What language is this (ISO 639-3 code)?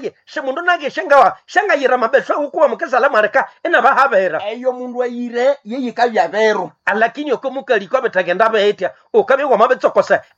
nnb